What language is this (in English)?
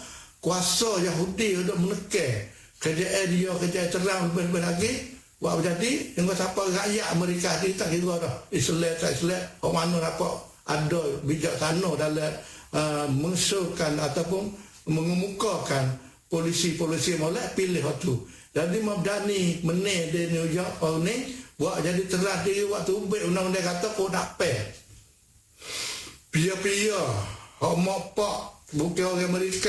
Malay